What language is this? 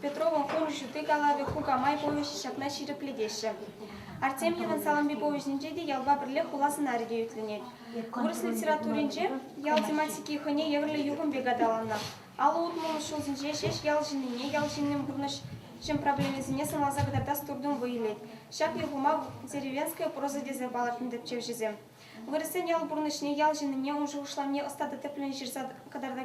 Chuvash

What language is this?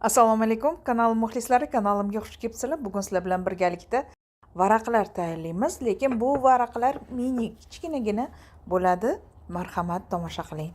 Uzbek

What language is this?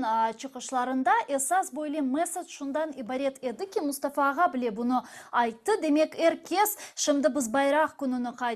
Crimean Tatar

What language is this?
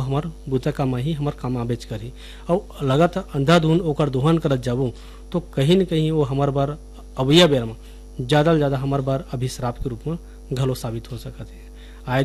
Chhattisgarhi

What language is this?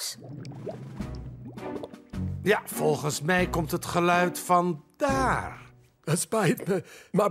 Dutch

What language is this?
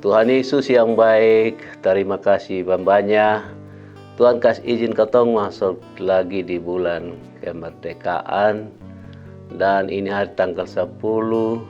Kupang Malay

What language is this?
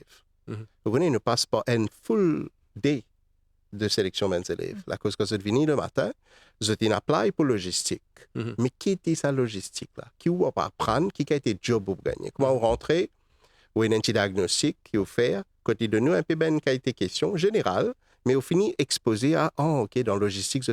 Morisyen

